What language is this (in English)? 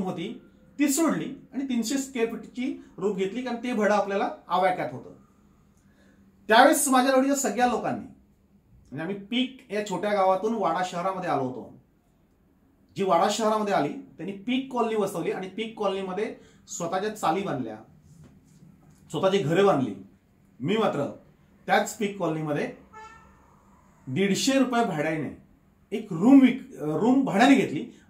Marathi